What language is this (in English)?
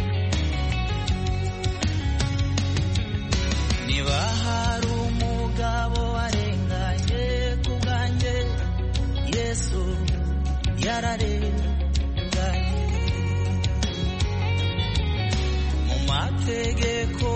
Kinyarwanda